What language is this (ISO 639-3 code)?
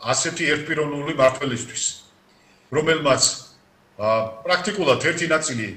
kat